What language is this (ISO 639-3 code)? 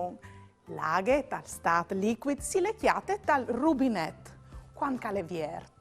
fur